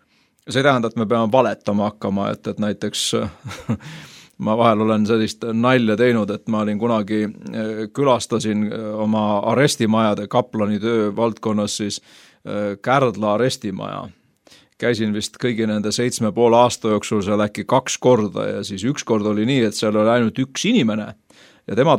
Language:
Estonian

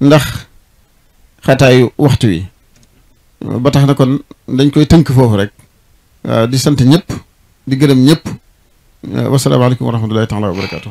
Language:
Wolof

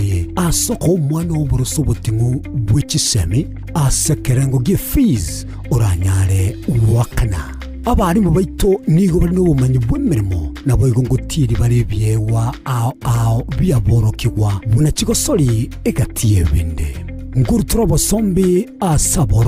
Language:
Gusii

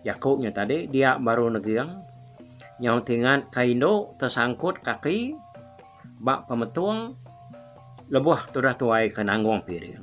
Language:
Iban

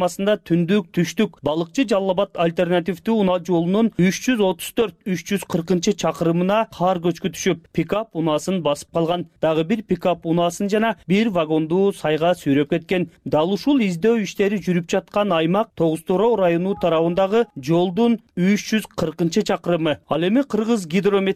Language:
Kyrgyz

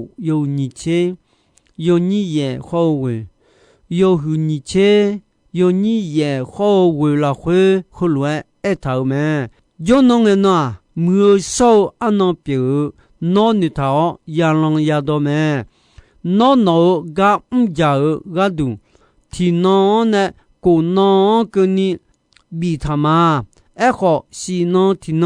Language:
Akha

